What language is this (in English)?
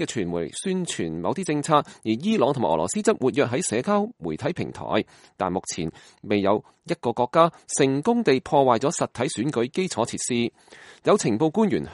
Cantonese